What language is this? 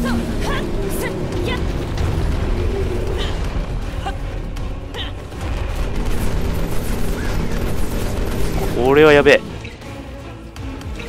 Japanese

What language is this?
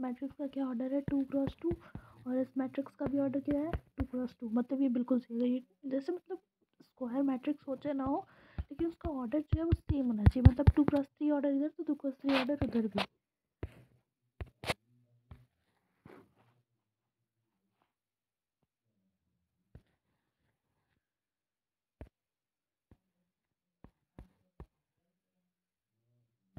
Hindi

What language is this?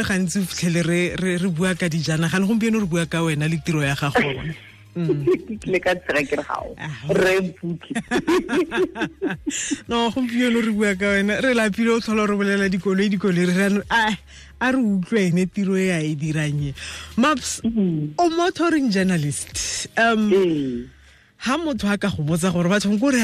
Tswana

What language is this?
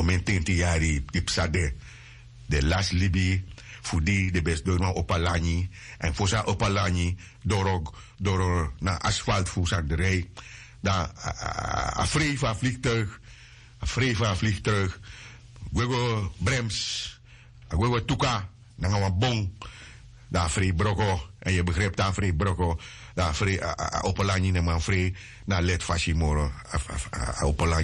Sranan Tongo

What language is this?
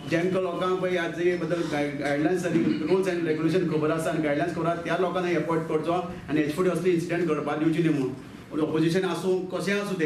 Konkani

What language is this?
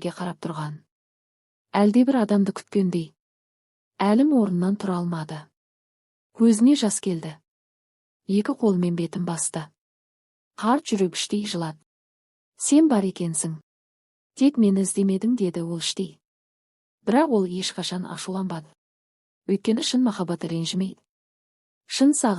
Kazakh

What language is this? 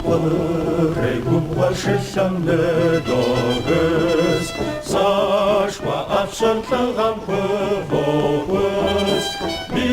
Kabardian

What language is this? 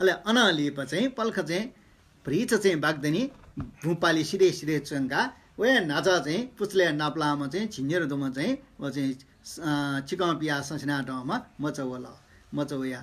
Newari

